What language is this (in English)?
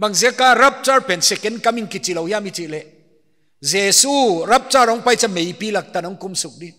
Paite Chin